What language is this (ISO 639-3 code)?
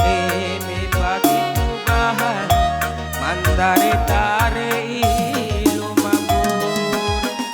btx